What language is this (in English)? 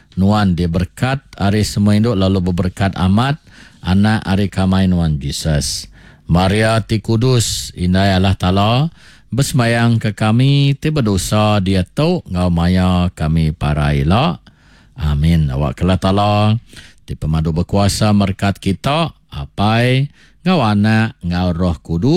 Iban